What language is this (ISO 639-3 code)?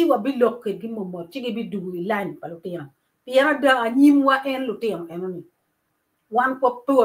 ach